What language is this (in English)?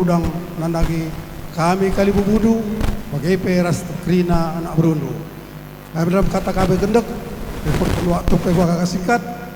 Batak Karo